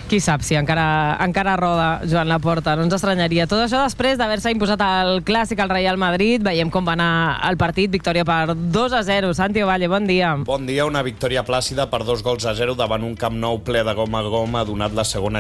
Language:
Catalan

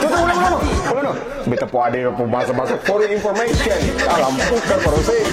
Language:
Ambonese Malay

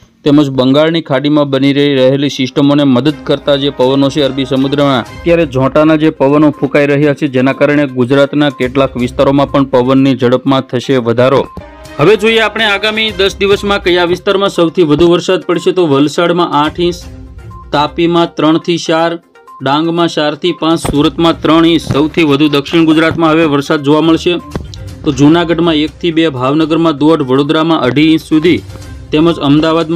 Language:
Gujarati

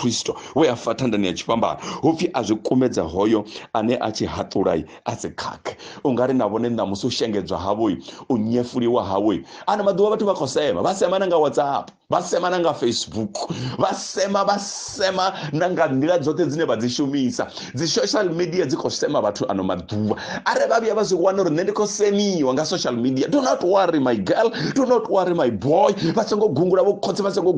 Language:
Venda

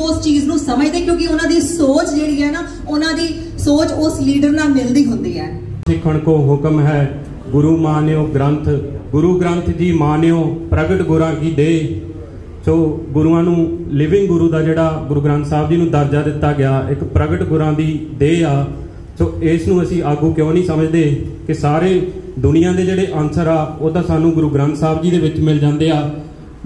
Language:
Punjabi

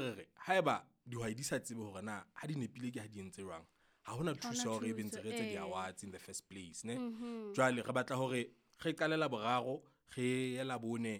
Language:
Southern Sotho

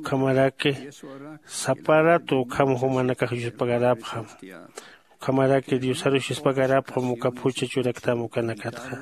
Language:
Aymara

